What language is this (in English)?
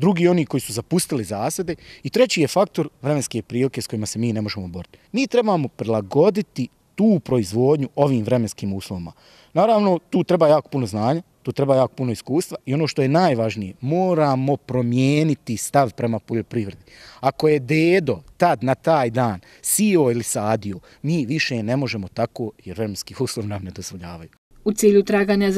Bosnian